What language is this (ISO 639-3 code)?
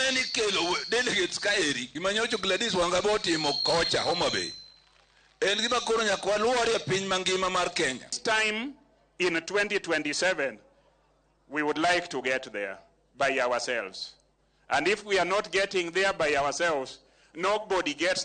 luo